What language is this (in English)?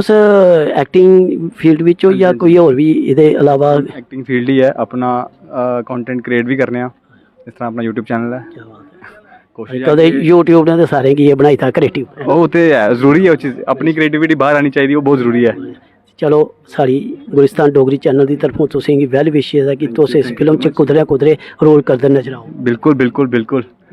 Dogri